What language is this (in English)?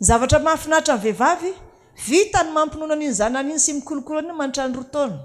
Malagasy